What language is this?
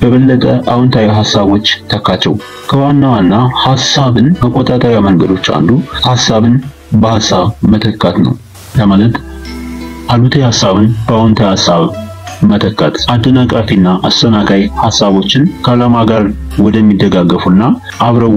Amharic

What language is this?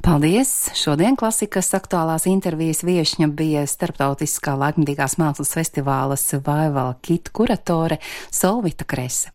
Latvian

